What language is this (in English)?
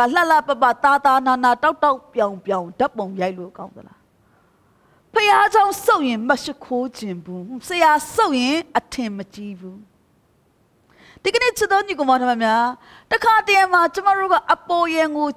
Burmese